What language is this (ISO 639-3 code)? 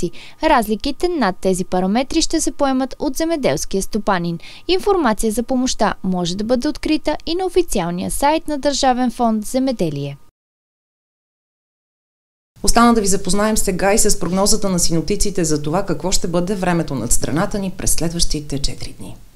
bul